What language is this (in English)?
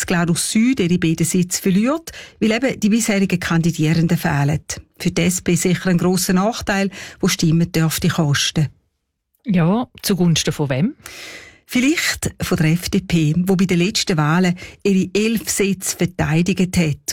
German